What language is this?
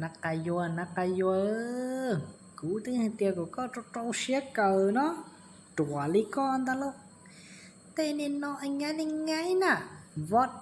Hmong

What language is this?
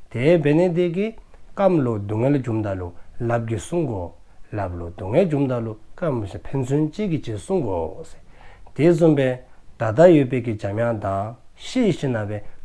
Dzongkha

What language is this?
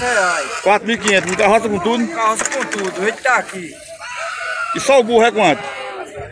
Portuguese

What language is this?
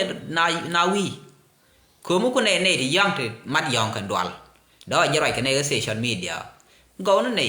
Nuer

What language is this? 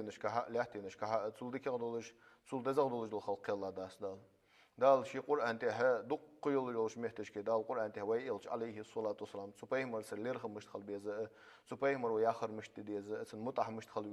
Ingush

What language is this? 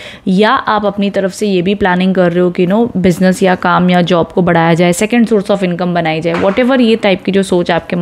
Hindi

